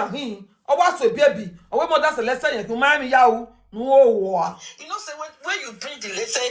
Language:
Nigerian Pidgin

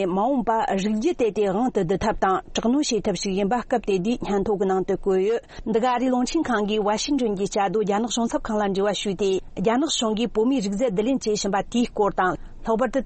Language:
Tibetan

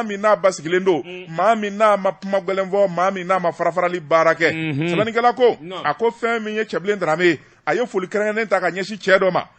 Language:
Bambara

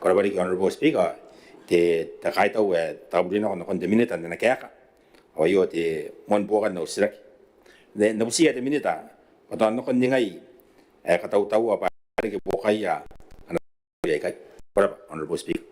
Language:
Gilbertese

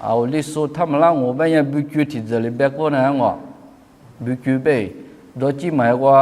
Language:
Lisu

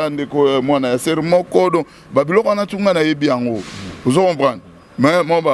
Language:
Lingala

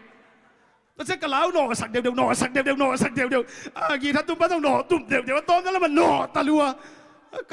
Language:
Tedim Chin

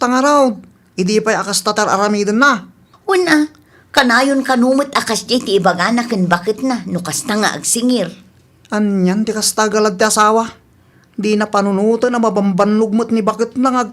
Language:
Iloko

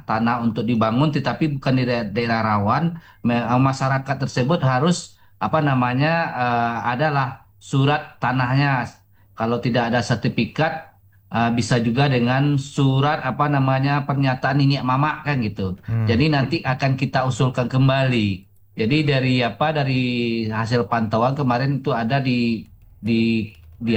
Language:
Indonesian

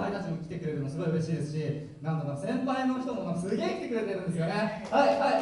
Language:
Japanese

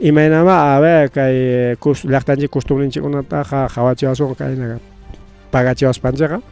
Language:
Ayacucho Quechua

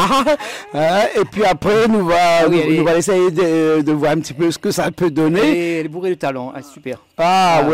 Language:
Réunion Creole French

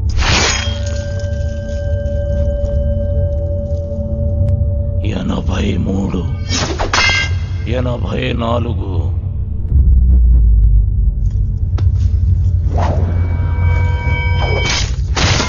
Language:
Telugu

